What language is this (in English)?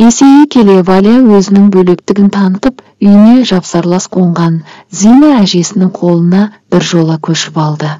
Kazakh